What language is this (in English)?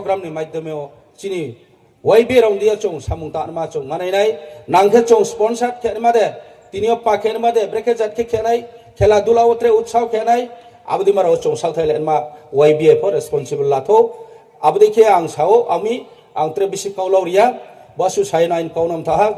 Riang (India)